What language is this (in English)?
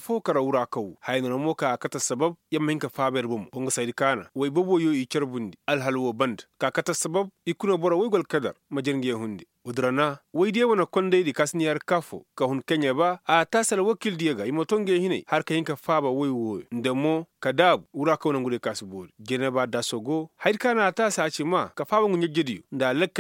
Koyraboro Senni